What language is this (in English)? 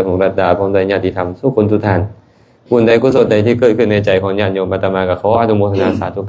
Lao